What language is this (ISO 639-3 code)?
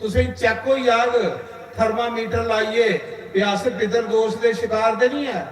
doi